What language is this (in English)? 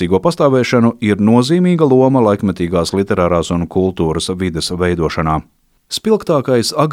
Latvian